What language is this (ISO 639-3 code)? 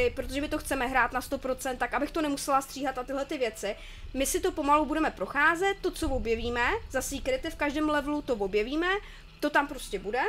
ces